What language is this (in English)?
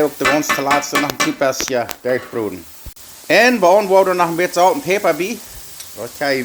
Plautdietsch